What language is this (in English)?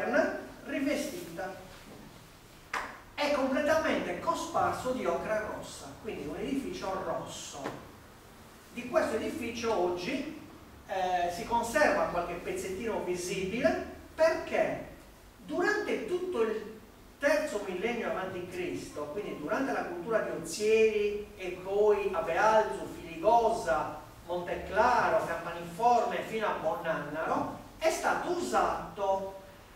Italian